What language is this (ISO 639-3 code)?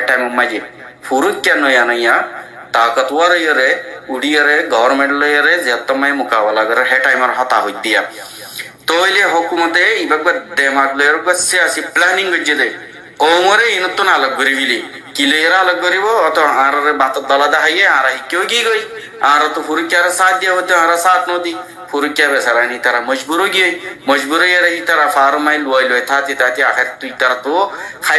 rhg